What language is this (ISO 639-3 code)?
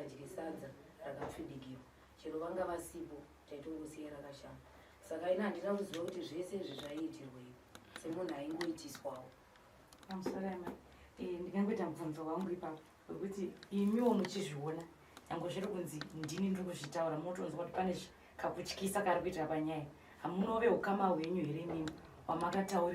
sna